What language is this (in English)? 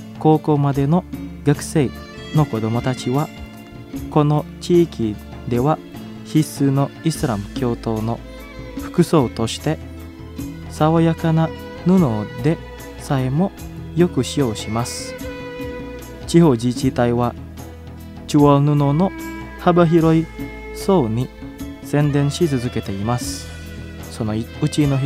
Japanese